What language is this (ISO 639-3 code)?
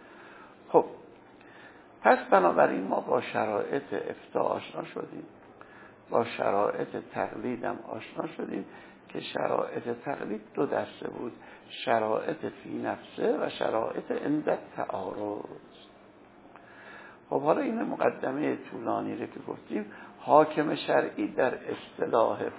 fas